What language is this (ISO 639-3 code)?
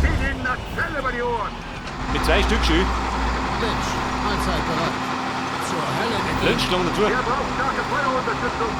bar